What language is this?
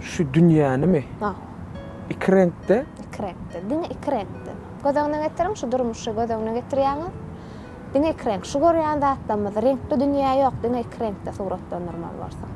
Turkmen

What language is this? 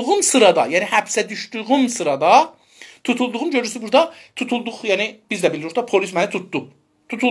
South Azerbaijani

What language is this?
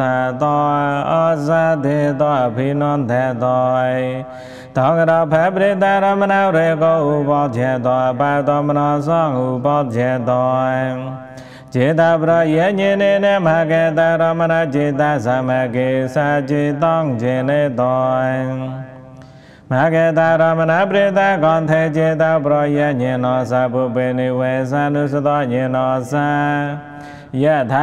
Pali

